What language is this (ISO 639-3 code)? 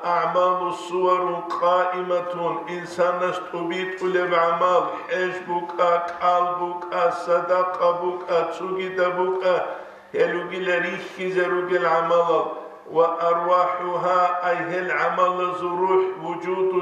ava